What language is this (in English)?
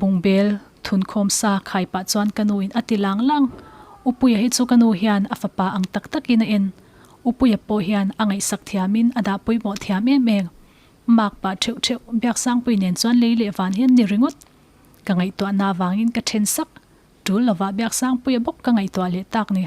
Mizo